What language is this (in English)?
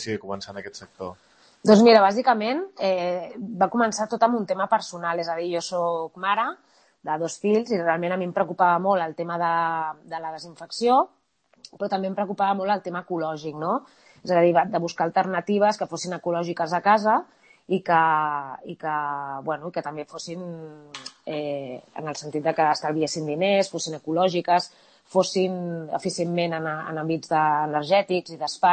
Catalan